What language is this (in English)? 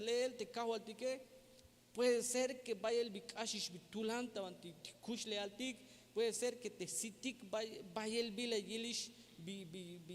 Tzeltal